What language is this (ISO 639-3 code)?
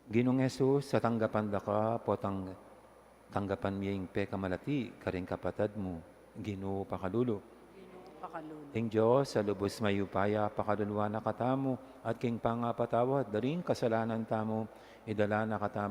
pam